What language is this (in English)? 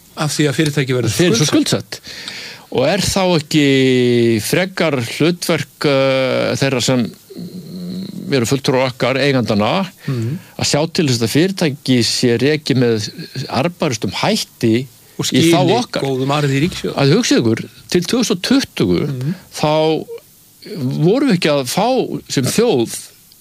Icelandic